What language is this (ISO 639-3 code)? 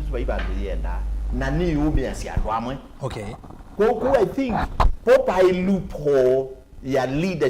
kam